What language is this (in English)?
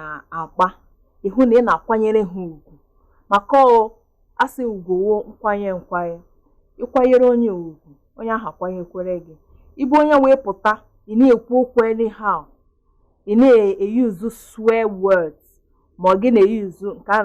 Igbo